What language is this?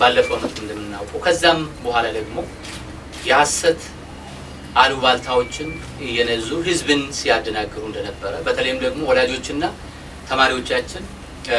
Amharic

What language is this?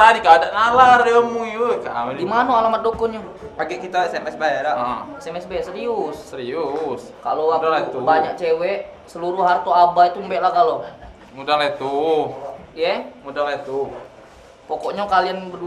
Musi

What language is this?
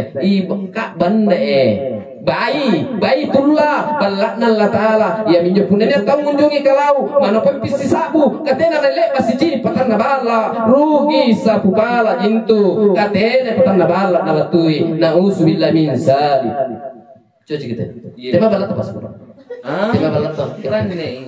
Makasar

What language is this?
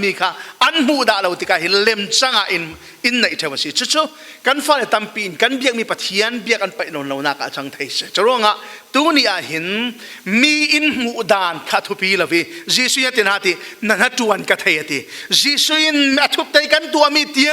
Falam Chin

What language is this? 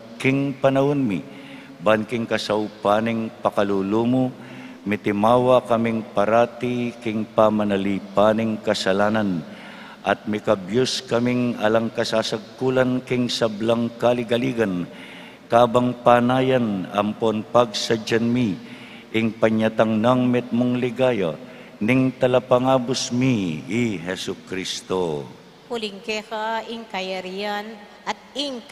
Pampanga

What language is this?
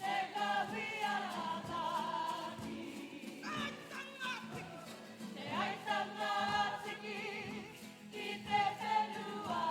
Māori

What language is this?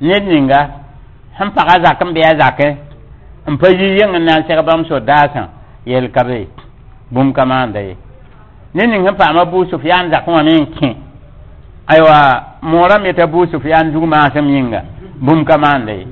Mossi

